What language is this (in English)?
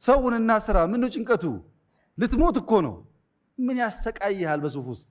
Amharic